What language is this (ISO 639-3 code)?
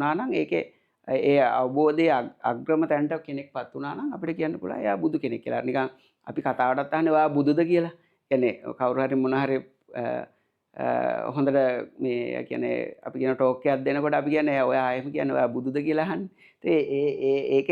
sin